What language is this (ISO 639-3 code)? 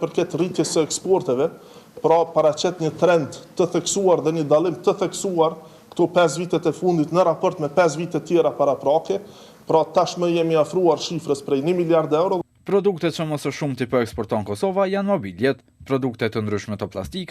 sqi